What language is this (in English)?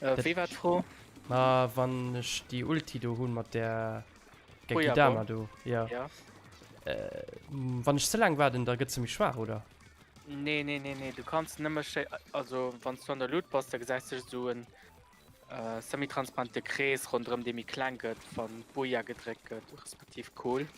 Luxembourgish